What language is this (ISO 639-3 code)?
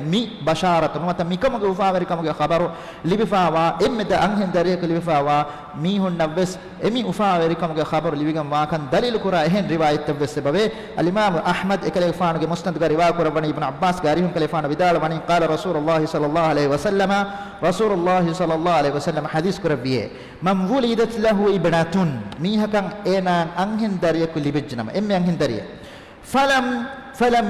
div